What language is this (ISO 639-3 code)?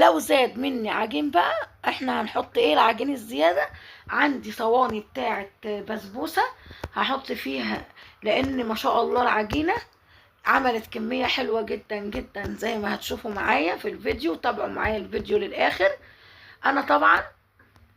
arz